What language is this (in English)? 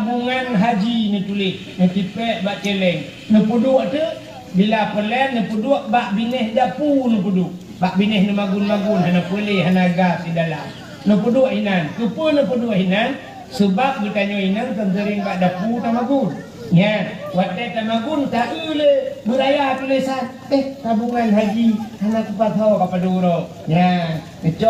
Achinese